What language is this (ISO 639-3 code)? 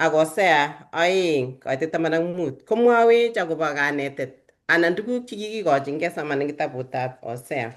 kln